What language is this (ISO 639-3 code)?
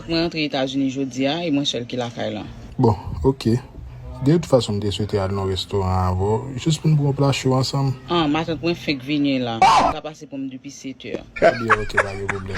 hat